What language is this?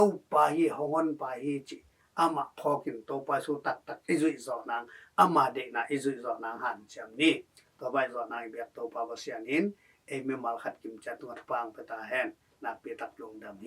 Tedim Chin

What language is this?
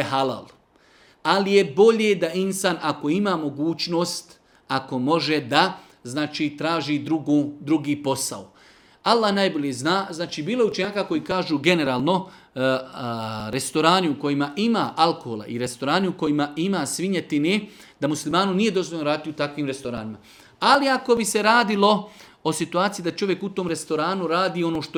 Bosnian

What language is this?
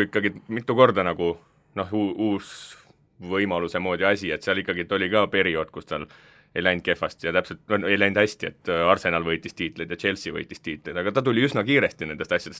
Estonian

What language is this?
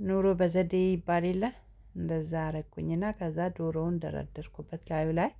Amharic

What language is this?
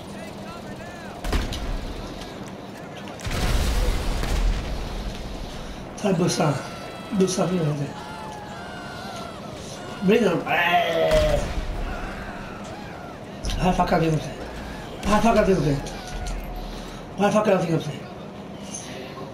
Swedish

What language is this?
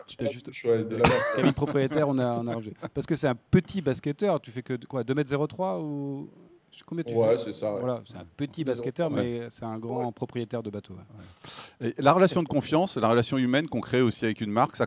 French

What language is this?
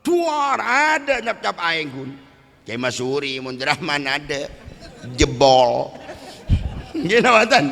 Madurese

